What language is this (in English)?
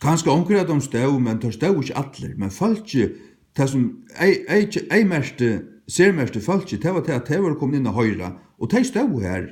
Faroese